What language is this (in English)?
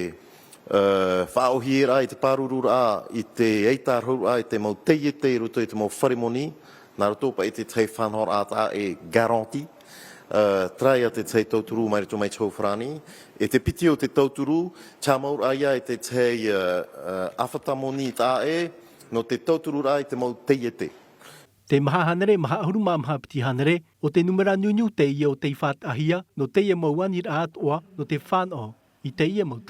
Tahitian